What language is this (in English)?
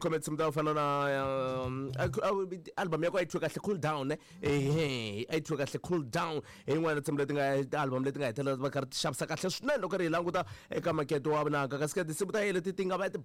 Tsonga